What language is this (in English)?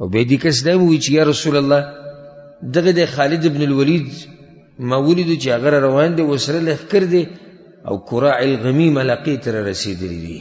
Pashto